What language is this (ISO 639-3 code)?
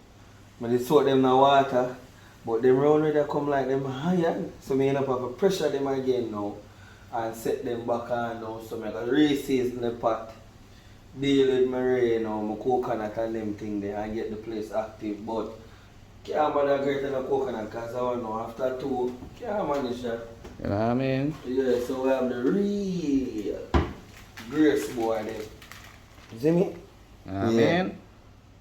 jam